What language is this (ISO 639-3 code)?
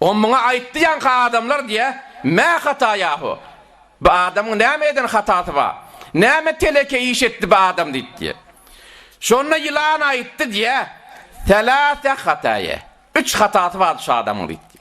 tuk